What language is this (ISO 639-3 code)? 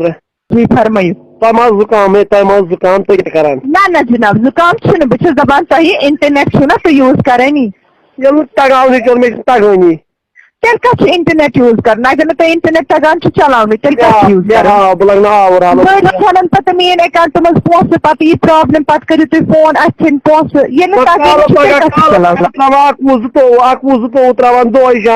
kas